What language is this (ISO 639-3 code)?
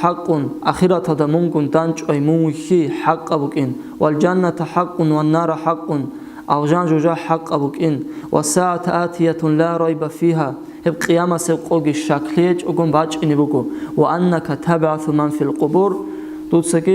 ava